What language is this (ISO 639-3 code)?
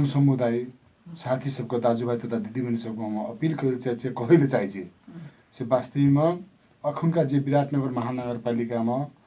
mai